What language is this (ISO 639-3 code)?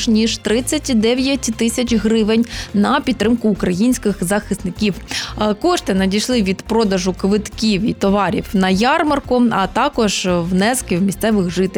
ukr